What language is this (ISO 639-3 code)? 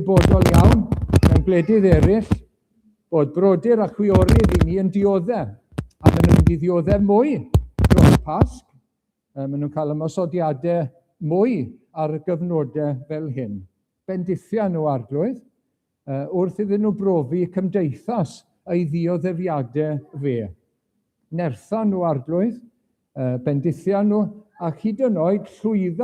cym